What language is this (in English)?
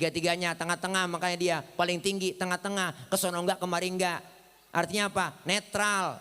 Betawi